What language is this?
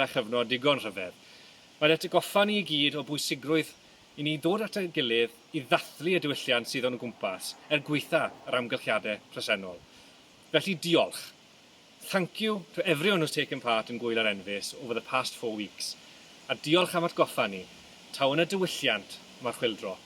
Welsh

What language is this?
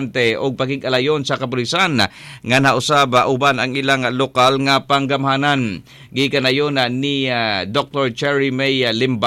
Cebuano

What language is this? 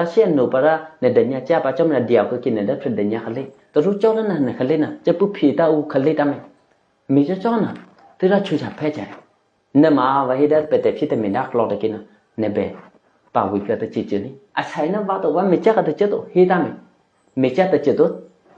Eastern Kayah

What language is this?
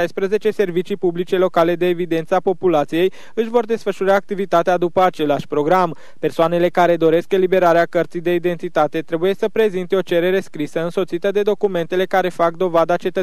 Romanian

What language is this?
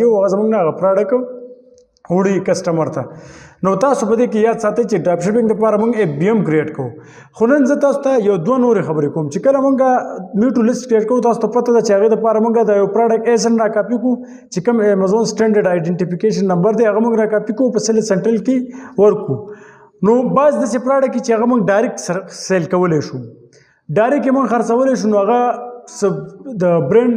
Pashto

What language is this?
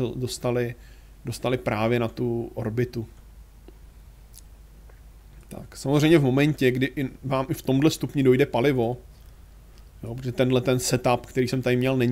Czech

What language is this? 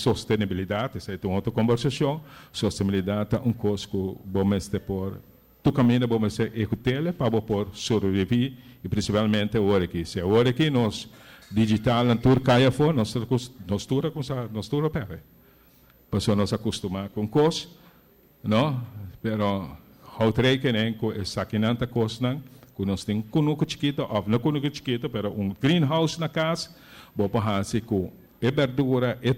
Papiamento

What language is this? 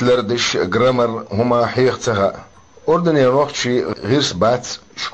Chechen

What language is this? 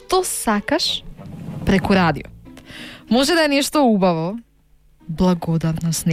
Macedonian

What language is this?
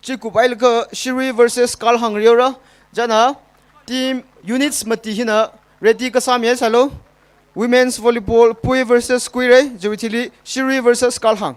Tangkhul Naga (India)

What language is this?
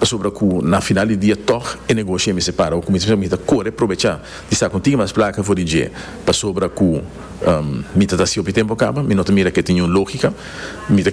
Papiamento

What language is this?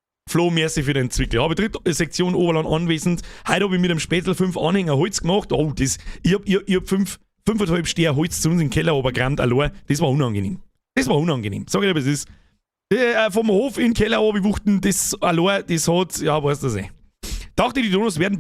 Bavarian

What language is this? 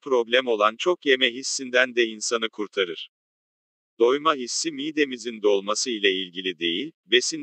Turkish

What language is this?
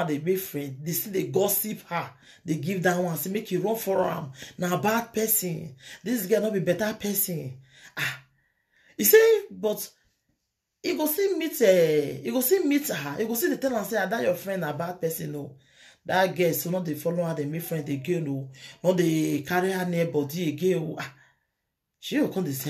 Nigerian Pidgin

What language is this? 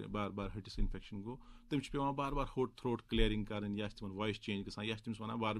Kashmiri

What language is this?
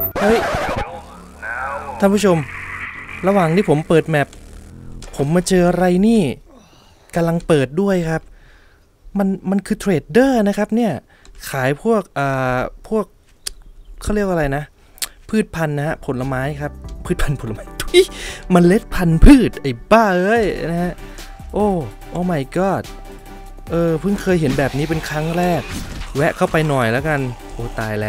Thai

